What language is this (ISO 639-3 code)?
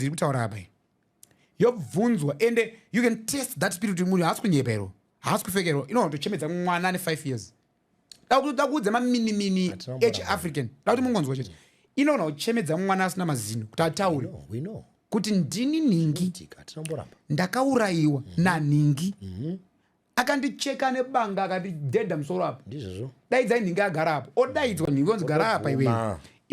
sna